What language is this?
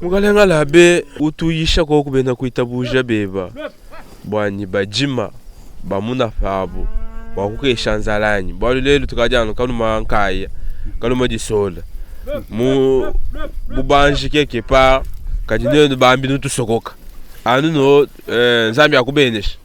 Luba-Lulua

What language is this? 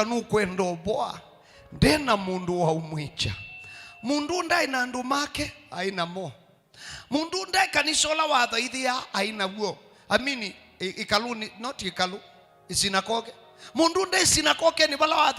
Kamba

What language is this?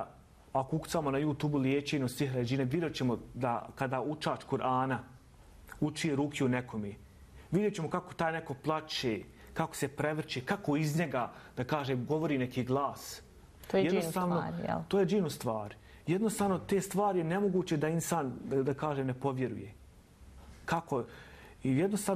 Bosnian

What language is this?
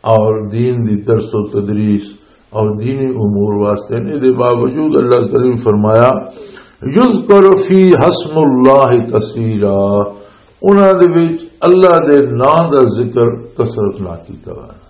Western Panjabi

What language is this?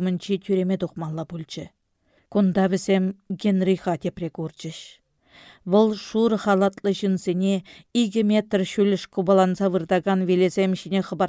Chuvash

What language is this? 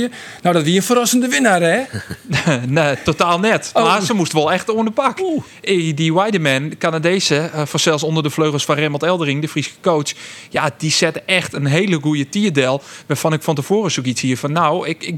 Western Frisian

